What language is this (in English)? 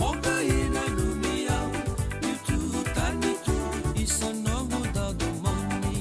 Fijian